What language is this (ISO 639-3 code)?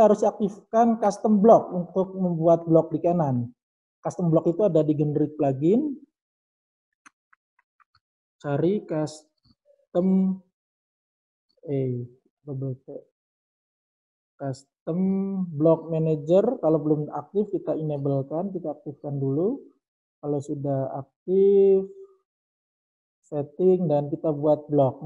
ind